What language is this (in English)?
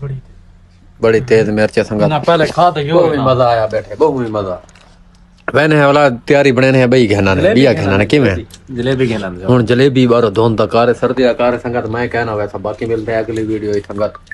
Saraiki